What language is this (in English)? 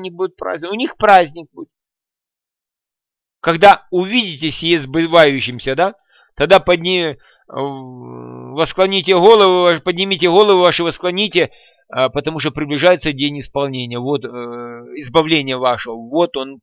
Russian